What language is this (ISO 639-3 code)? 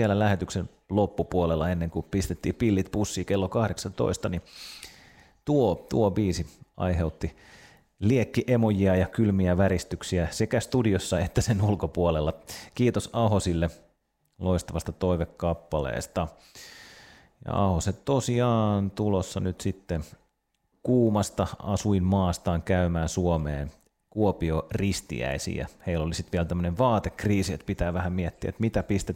fin